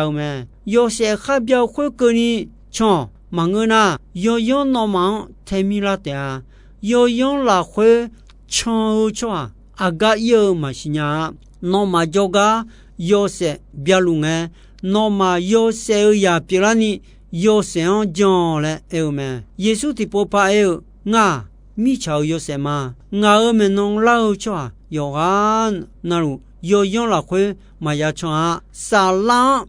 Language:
Akha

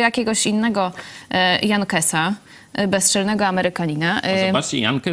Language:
Polish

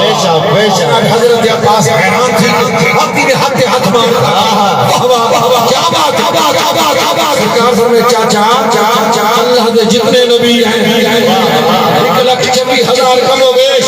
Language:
Saraiki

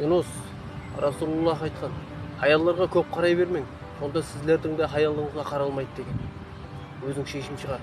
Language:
Kara-Kalpak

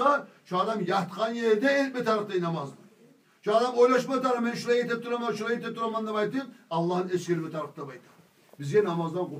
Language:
Kumyk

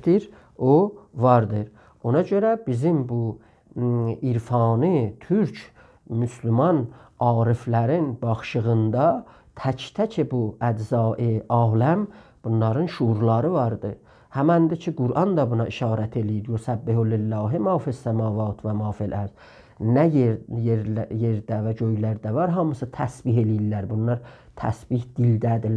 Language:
South Azerbaijani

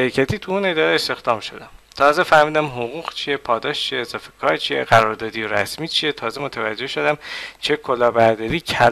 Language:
Persian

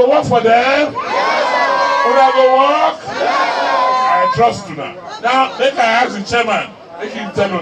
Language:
Nigerian Pidgin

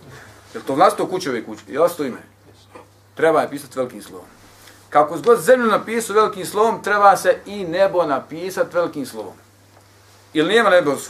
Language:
Bosnian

